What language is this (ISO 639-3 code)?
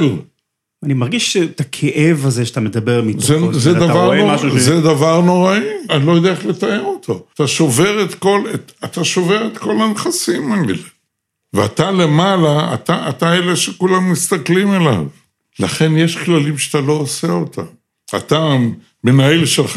heb